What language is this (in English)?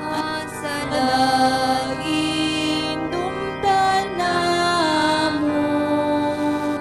Hiligaynon